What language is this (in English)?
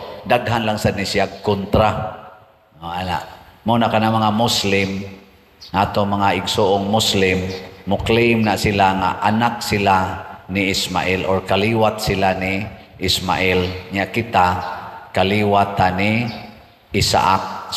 Cebuano